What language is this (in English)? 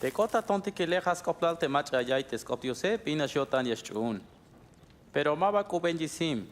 Tzeltal